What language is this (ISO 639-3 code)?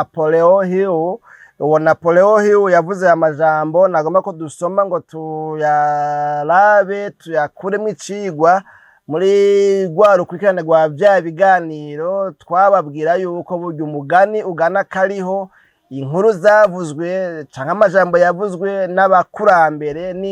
run